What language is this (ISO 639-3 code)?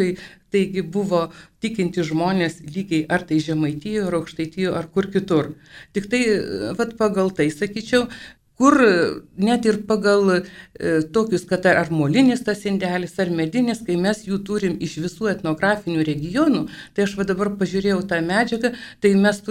lit